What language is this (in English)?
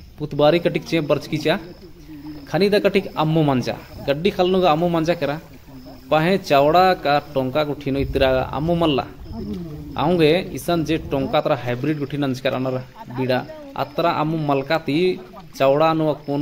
Kurukh